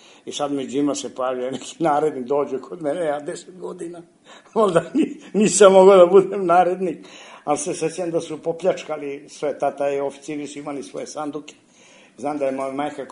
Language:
Serbian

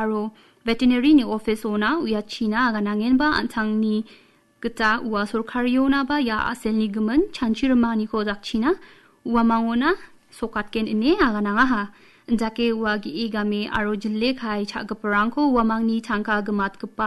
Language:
Garo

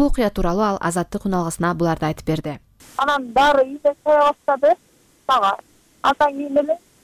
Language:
Kyrgyz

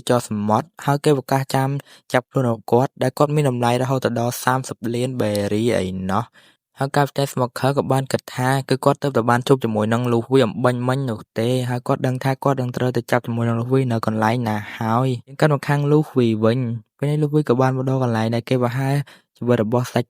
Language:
Khmer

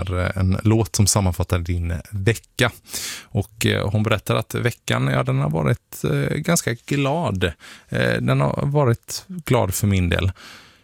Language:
Swedish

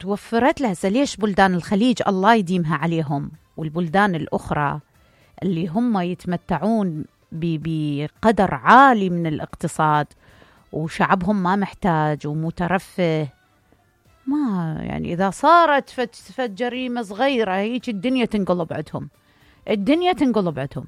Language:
Mesopotamian Arabic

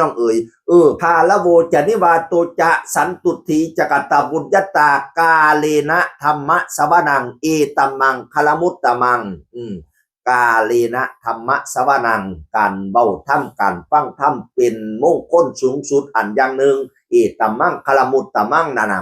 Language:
Northeastern Thai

